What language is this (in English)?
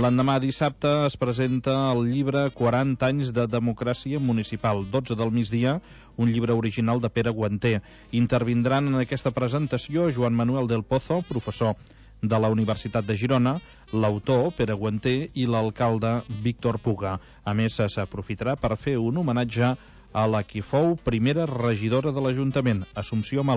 Catalan